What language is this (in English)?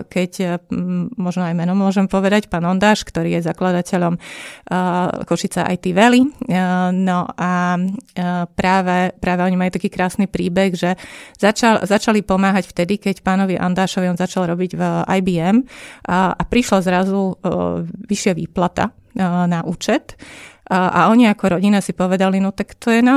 Slovak